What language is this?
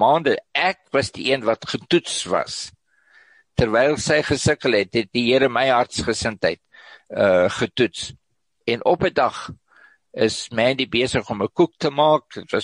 Afrikaans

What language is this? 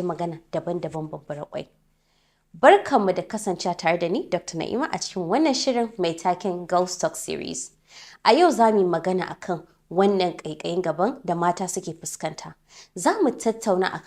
Hausa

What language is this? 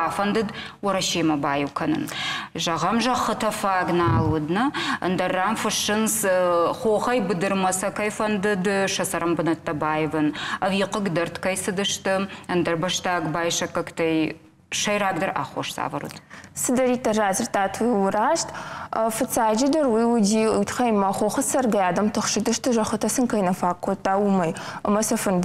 Ossetic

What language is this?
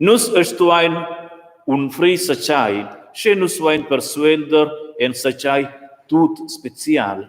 Romansh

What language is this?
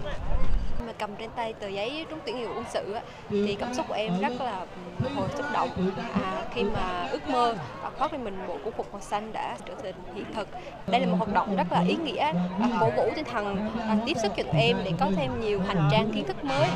Vietnamese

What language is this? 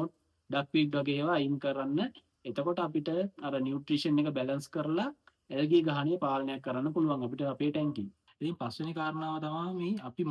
Sinhala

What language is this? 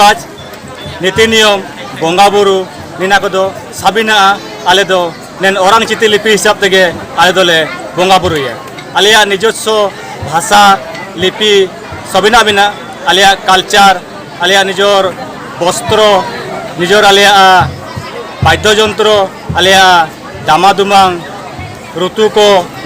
Santali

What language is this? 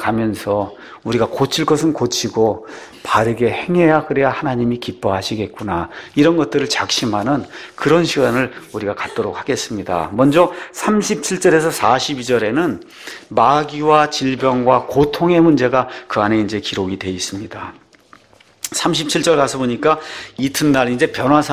Korean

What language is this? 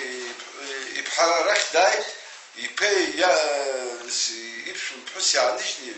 Abkhazian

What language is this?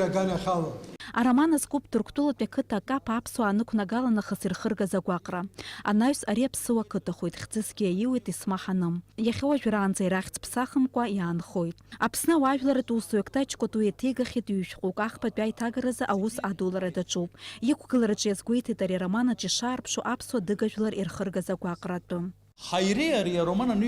Abkhazian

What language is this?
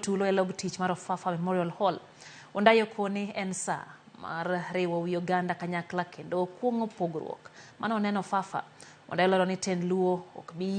Luo (Kenya and Tanzania)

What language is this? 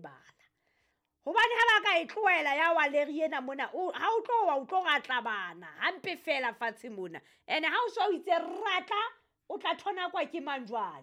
Southern Sotho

